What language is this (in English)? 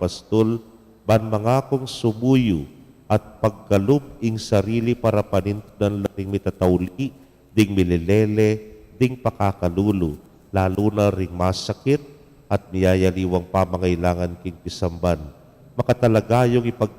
Pampanga